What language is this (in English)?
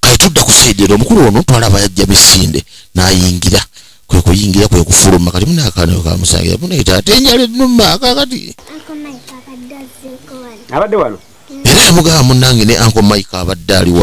Ganda